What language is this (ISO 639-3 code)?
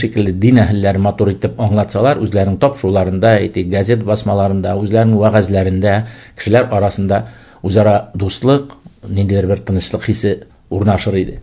tat